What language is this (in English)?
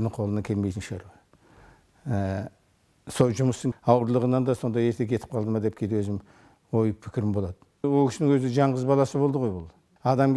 Kazakh